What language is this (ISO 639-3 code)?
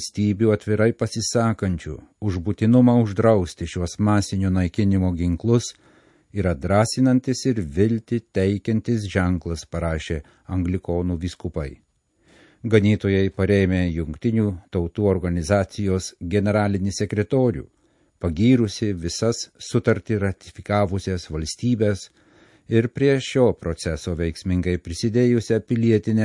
lit